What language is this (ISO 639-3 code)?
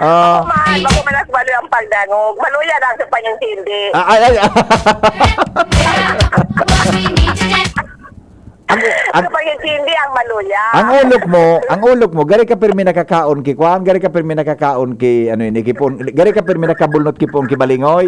bik